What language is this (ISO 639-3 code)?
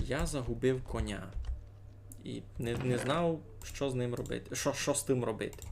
rue